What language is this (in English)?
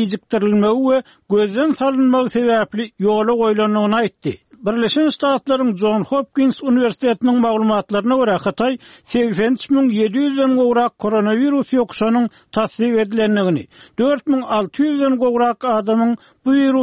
Turkmen